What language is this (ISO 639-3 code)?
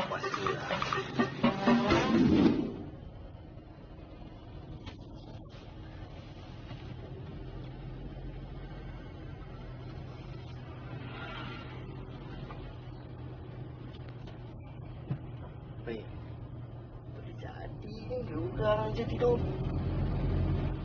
msa